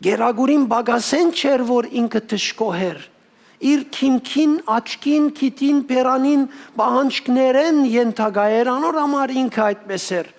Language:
Western Armenian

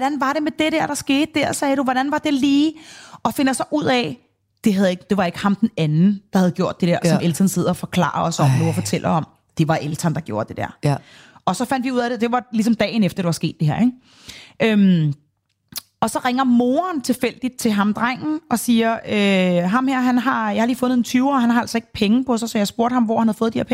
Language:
Danish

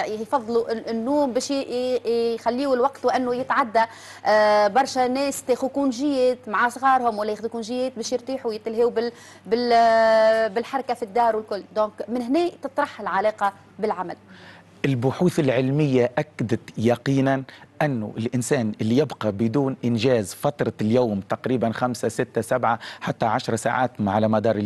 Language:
Tunisian Arabic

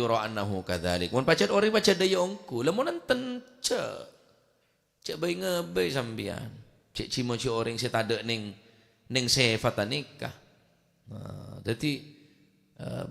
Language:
Madurese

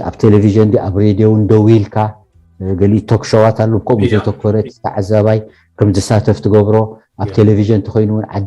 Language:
Tigrinya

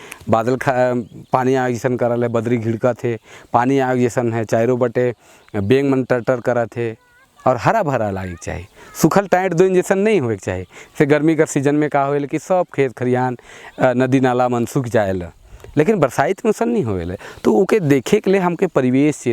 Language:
Sadri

